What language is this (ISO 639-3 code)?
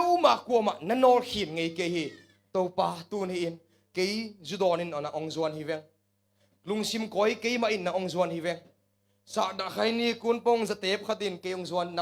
ctd